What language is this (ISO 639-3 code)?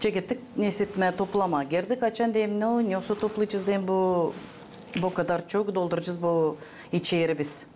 gag